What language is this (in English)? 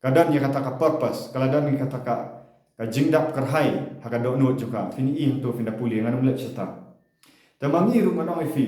Khasi